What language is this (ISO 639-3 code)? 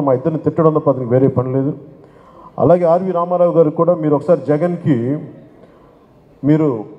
tel